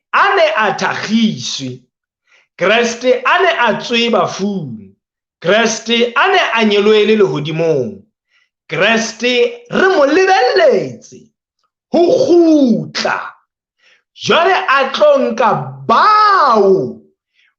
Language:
Southern Sotho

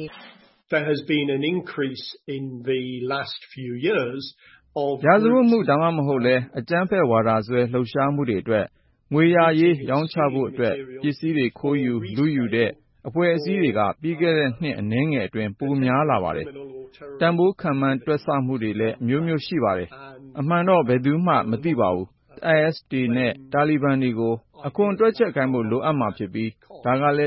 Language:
Burmese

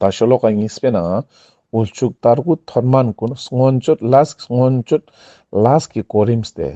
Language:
Ladakhi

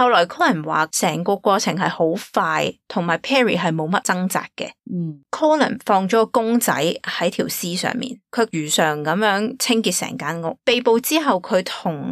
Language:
Cantonese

